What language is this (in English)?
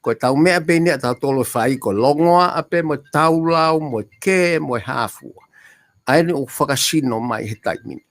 Tongan